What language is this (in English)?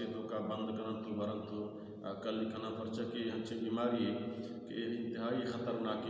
Baluchi